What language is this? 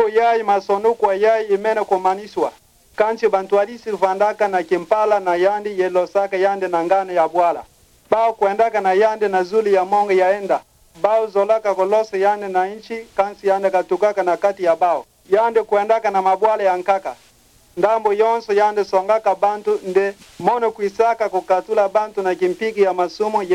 Kituba (Democratic Republic of Congo)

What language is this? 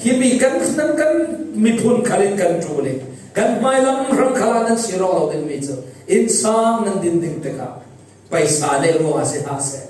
Falam Chin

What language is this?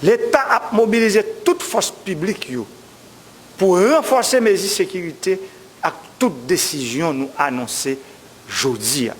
Haitian Creole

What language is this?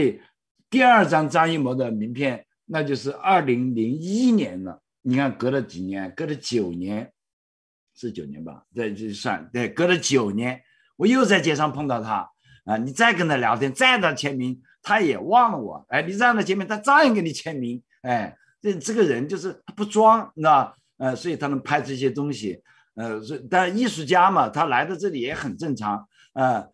Chinese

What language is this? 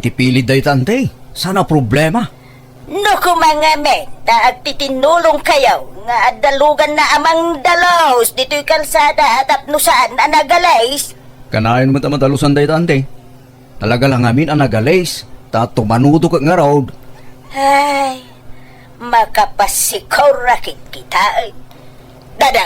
Iloko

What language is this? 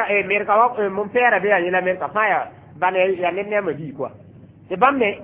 Mossi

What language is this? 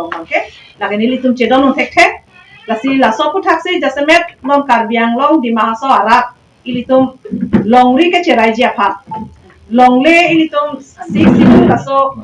Karbi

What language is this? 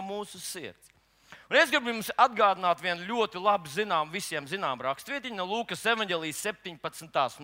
Latvian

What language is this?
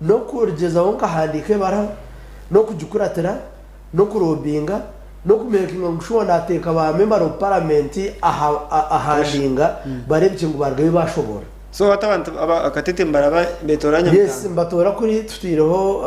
Nyankole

